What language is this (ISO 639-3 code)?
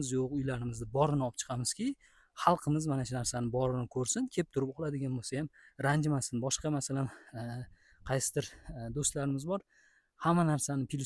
uzb